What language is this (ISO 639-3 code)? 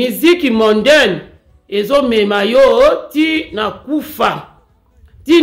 lin